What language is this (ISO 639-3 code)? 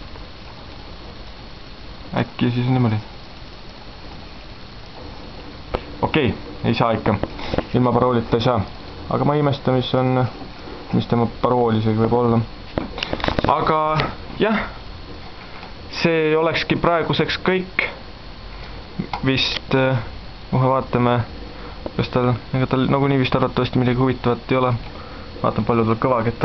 est